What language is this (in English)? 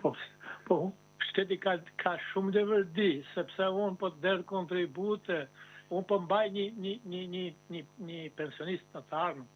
Albanian